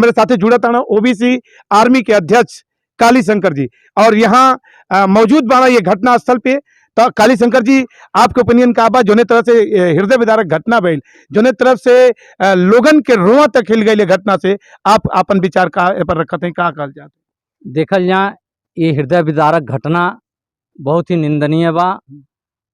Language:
Bhojpuri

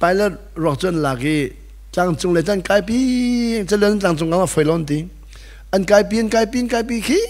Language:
Hakha Chin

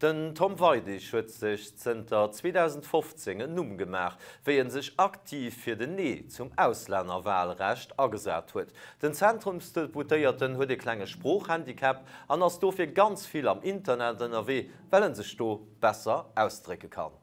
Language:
Luxembourgish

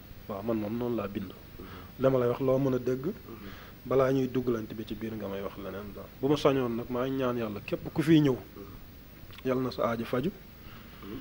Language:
Wolof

